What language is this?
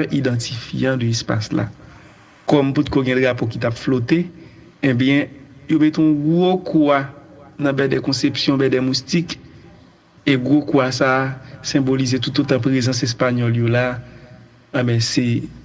Haitian Creole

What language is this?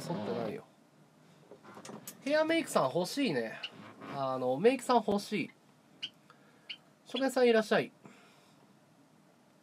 Japanese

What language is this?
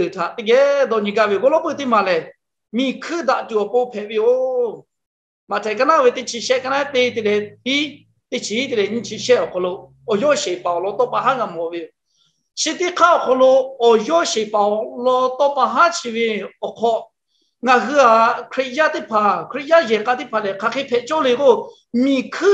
Lahu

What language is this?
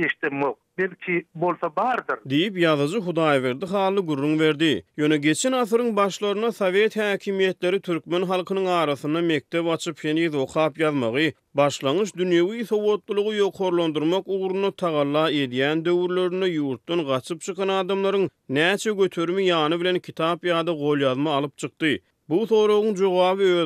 Turkmen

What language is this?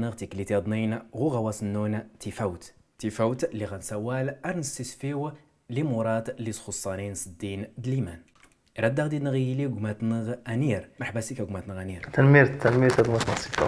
Kabyle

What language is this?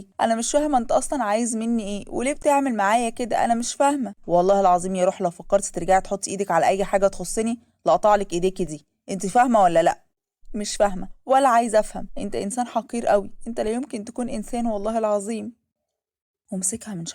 Egyptian Arabic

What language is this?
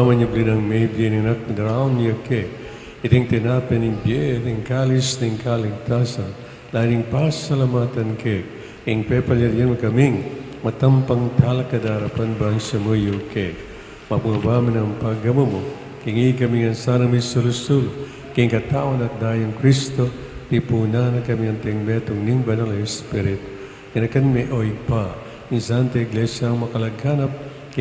Pampanga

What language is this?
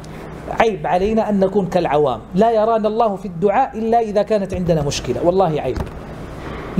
Arabic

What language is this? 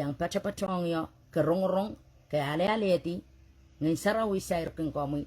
Pohnpeian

